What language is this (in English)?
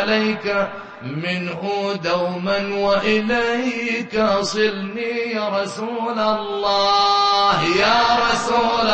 Arabic